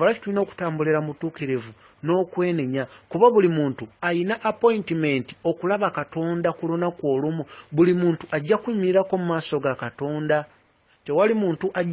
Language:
Ganda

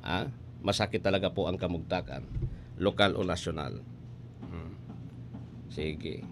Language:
Bikol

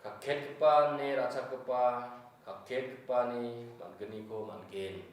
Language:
Garo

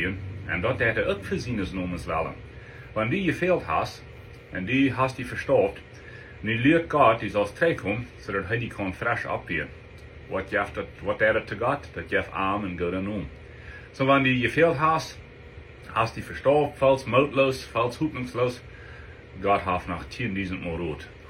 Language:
Plautdietsch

